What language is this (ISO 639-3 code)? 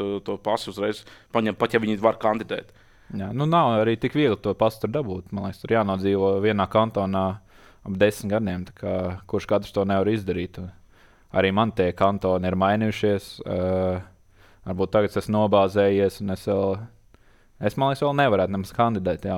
lav